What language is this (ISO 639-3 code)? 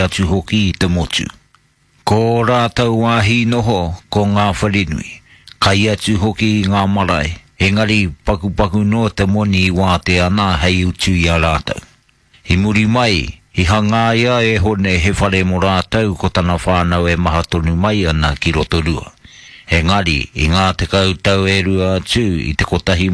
mri